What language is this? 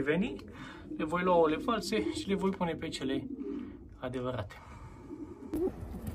Romanian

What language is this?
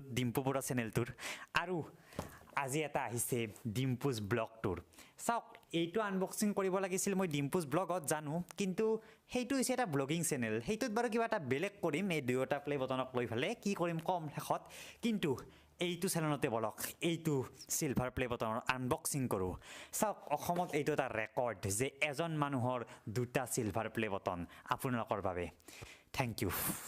Assamese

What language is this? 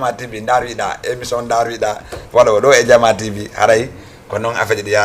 Fula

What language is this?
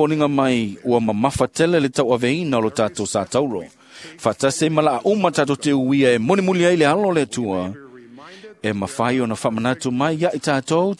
Samoan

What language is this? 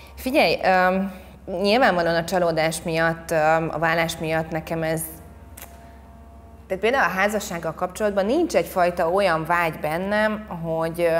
Hungarian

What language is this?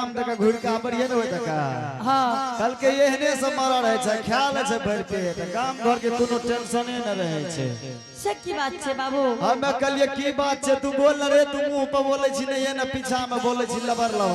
Angika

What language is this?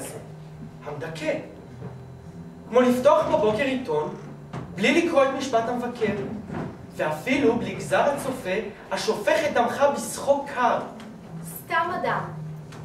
Hebrew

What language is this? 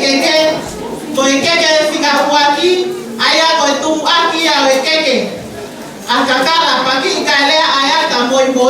Tongan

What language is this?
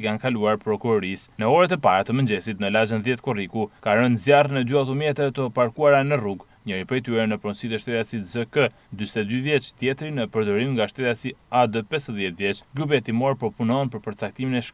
Albanian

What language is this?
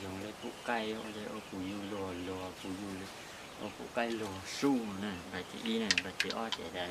Hmong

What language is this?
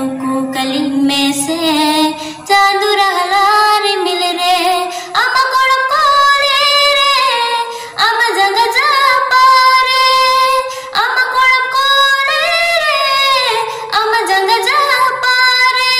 Santali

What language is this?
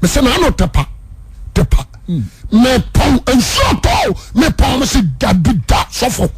Akan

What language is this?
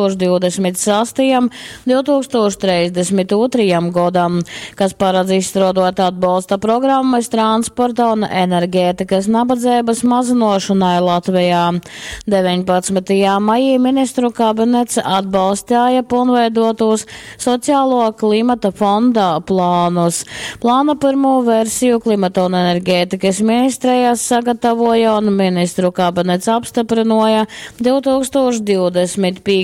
Latgalian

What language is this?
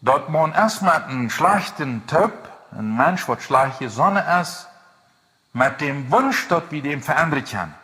Plautdietsch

